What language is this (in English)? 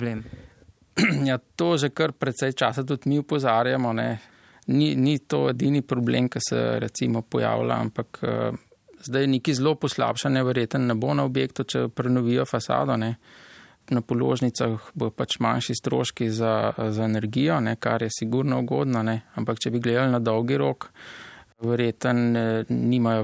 Slovenian